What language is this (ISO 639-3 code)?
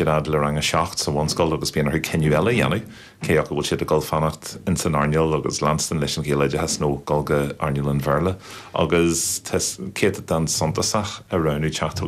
gle